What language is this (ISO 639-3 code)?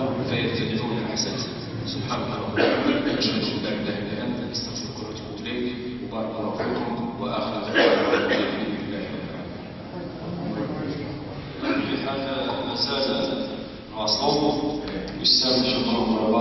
ara